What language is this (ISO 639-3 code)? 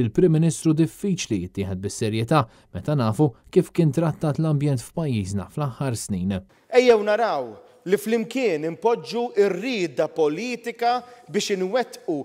mlt